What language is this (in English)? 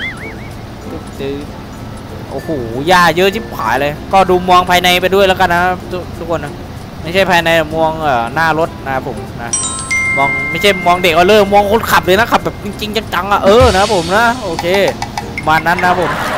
Thai